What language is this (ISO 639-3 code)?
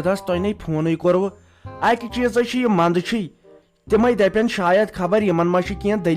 kas